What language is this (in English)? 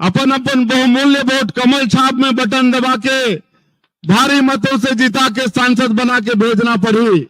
Chhattisgarhi